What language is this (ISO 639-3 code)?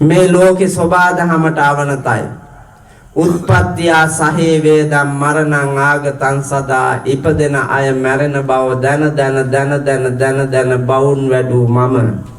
sin